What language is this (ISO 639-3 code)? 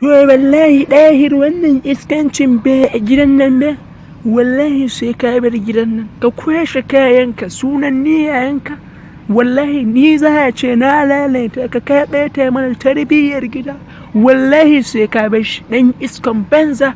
hau